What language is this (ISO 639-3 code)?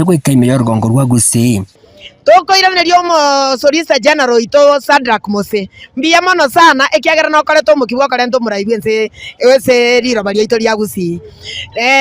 guz